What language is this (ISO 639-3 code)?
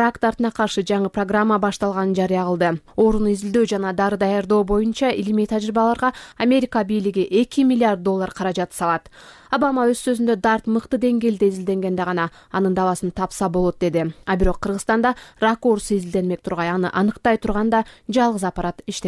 kir